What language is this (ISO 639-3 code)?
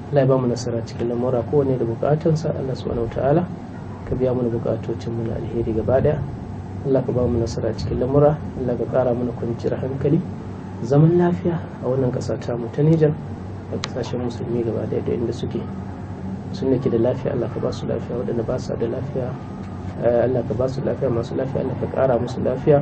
hau